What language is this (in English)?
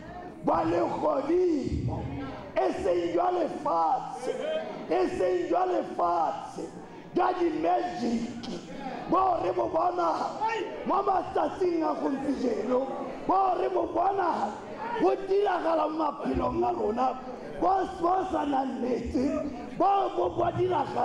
Tswana